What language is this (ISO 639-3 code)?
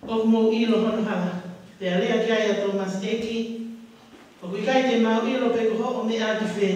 ton